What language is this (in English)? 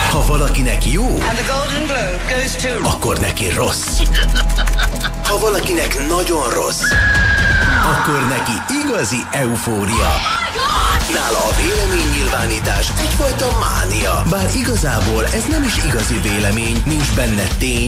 Hungarian